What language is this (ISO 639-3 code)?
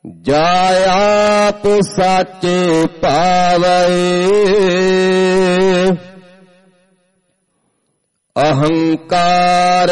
pan